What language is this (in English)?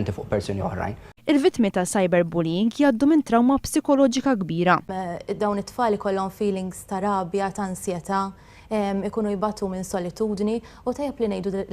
Maltese